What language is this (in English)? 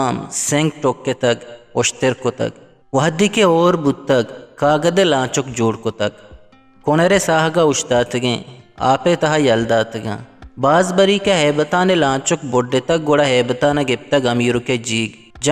Eastern Balochi